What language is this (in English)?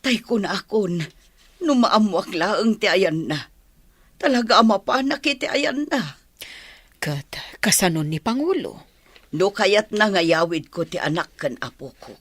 Iloko